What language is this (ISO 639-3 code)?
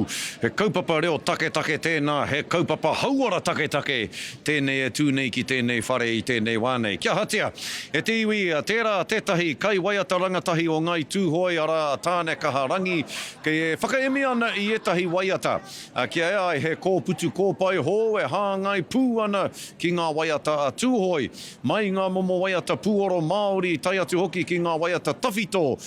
mri